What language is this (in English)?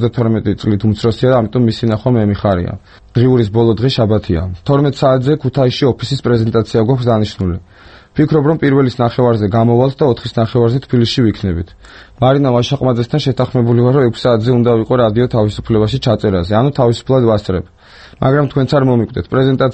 Georgian